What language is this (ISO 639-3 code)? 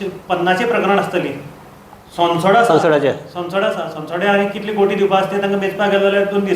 kok